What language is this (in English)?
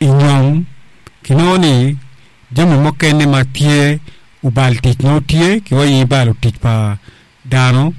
Acoli